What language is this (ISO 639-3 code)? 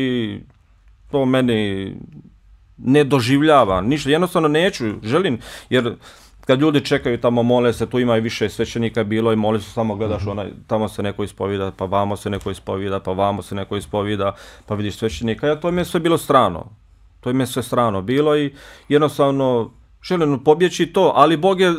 bos